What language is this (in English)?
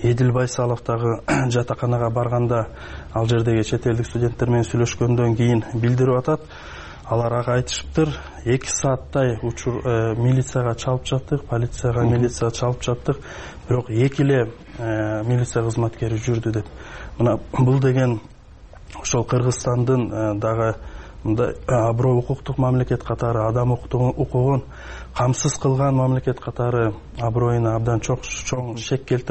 Kyrgyz